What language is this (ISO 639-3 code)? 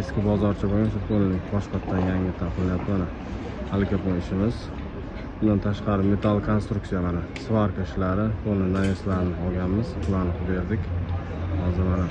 uzb